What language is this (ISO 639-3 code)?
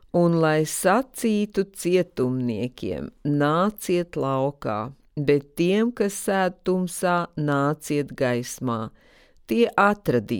lav